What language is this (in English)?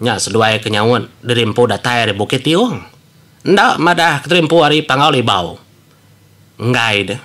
Iban